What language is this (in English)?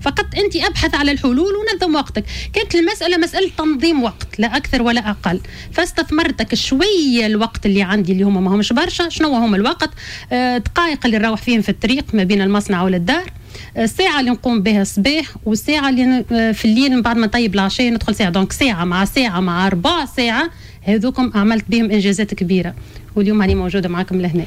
Tunisian Arabic